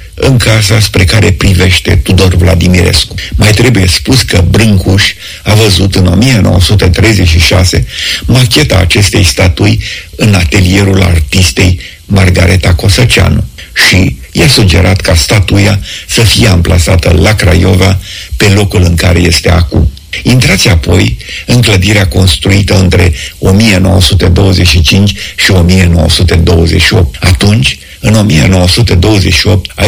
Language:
Romanian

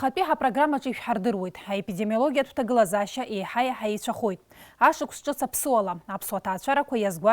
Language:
Abkhazian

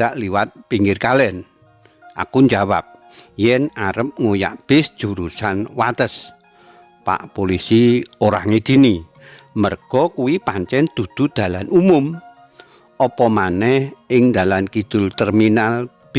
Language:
Javanese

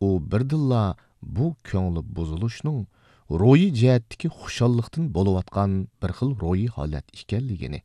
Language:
Uyghur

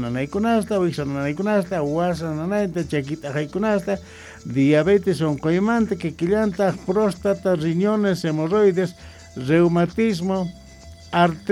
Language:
Quechua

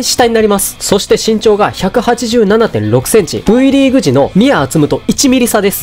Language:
Japanese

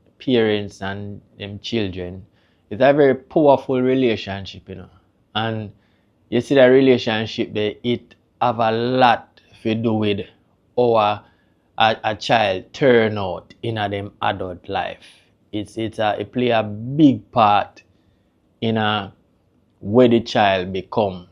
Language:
Jamaican Creole English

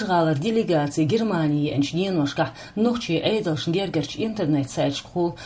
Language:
Chechen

